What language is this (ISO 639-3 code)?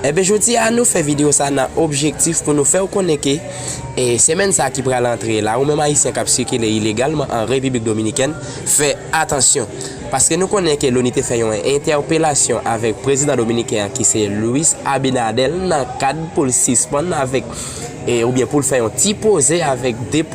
hat